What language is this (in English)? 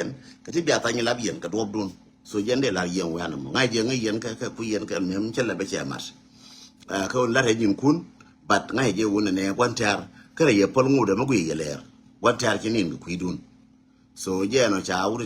Nuer